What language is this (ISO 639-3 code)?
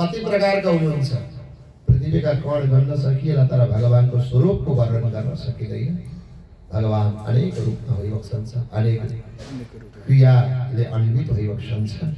nep